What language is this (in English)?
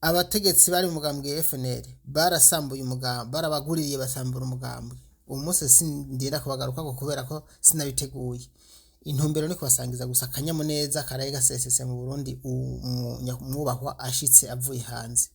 Rundi